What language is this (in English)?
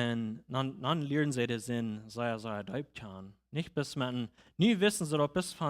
Plautdietsch